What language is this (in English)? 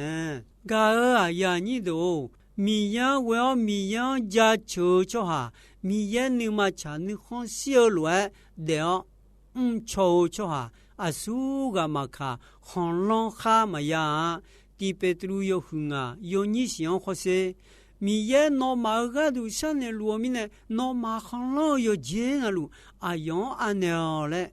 Akha